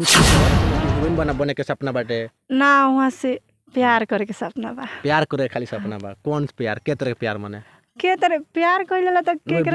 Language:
Bhojpuri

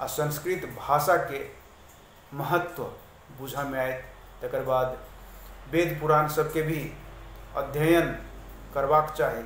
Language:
Maithili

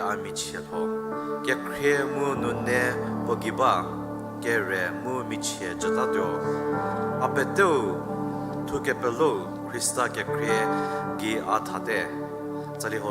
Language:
Angami Naga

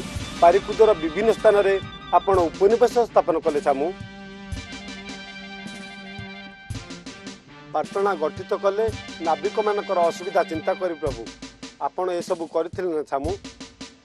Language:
Odia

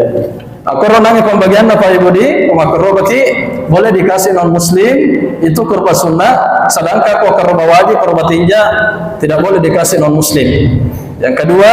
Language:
Buginese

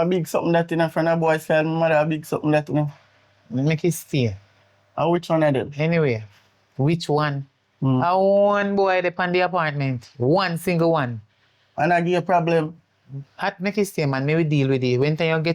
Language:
Jamaican Creole English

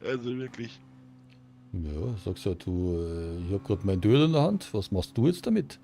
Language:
Bavarian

